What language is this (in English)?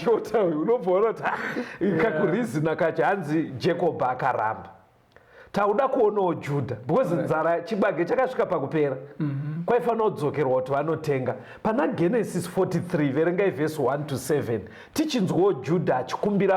Shona